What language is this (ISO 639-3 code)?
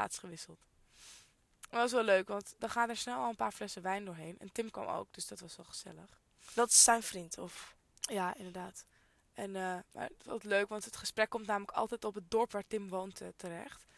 nld